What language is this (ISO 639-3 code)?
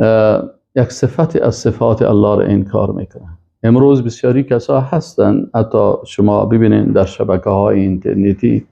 fas